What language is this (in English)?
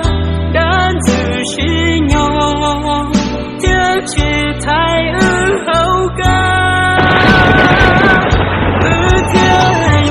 Hmong